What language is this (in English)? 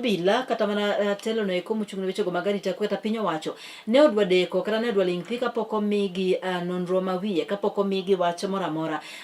Luo (Kenya and Tanzania)